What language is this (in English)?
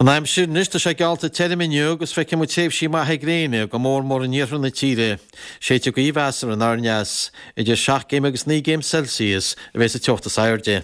Irish